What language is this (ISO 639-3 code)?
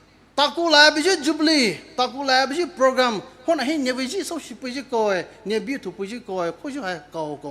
pmx